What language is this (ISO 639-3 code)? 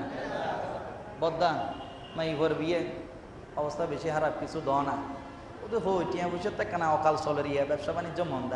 ben